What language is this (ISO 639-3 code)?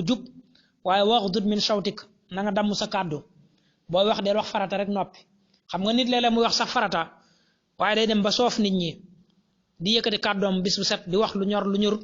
wol